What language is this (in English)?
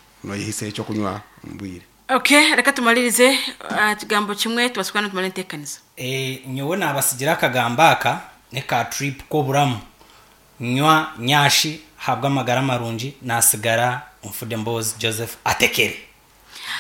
Nyankole